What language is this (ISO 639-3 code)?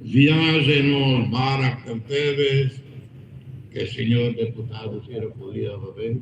tet